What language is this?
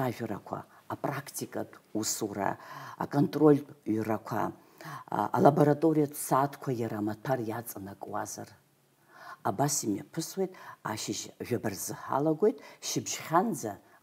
Abkhazian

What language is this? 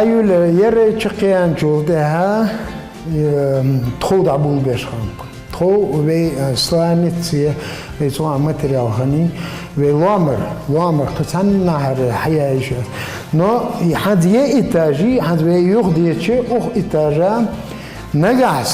Ingush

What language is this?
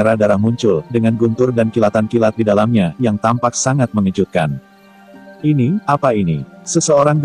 Indonesian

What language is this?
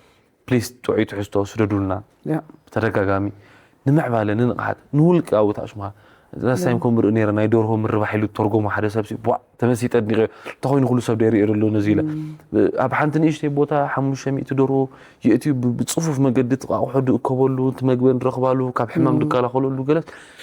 Tigrinya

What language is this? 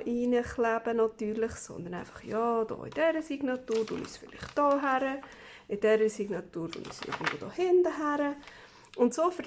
Swiss German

